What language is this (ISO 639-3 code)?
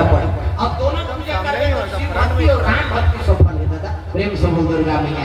hne